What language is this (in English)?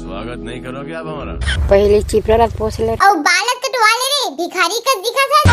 Chhattisgarhi